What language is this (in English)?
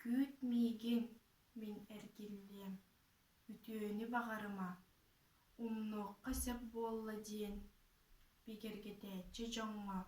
Yakut